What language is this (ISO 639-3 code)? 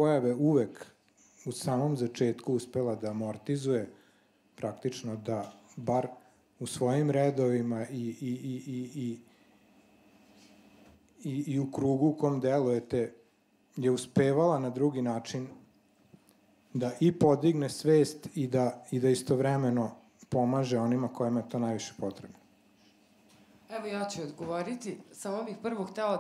srp